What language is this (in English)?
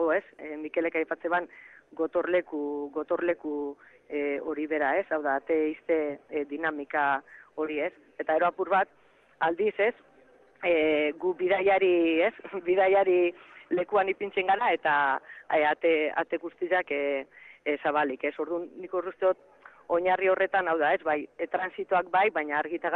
Basque